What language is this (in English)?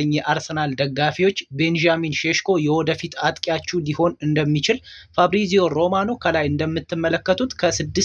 Amharic